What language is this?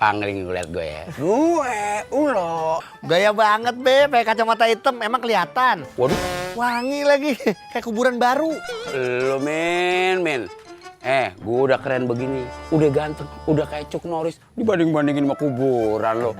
Betawi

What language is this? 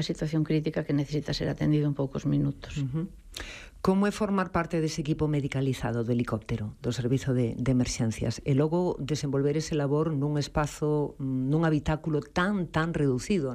Galician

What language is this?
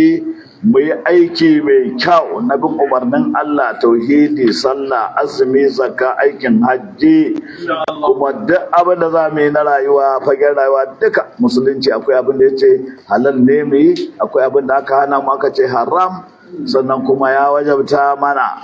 Hausa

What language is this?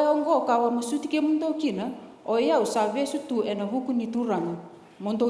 Fijian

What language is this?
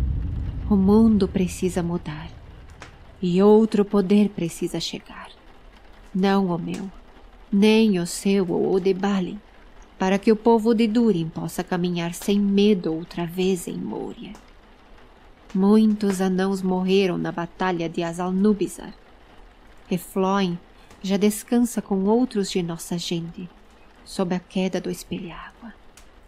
Portuguese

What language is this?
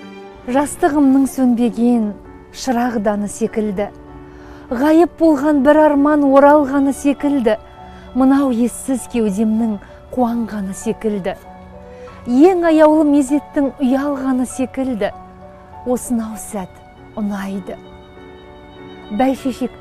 Kazakh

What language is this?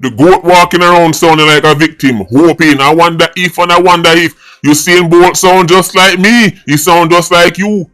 Jamaican Creole English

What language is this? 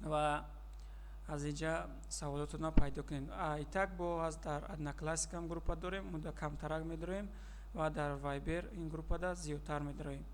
Tajik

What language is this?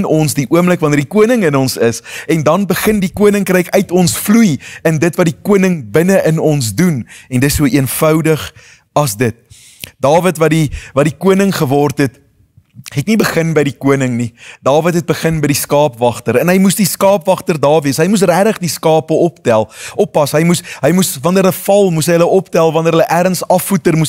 Afrikaans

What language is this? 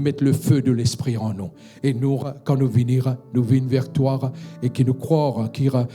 Morisyen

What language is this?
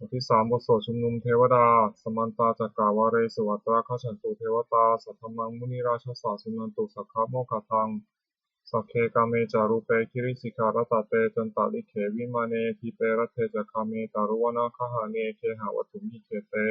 Pali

